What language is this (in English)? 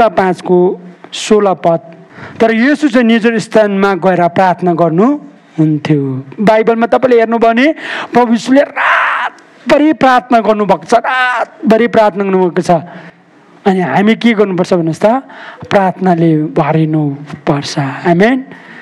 Nepali